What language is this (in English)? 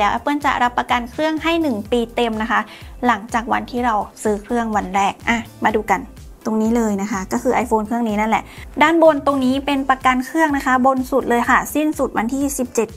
Thai